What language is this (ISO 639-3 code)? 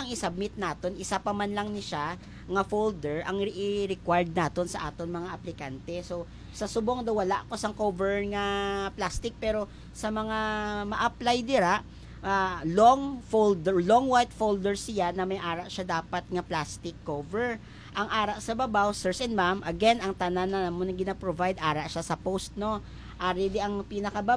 hil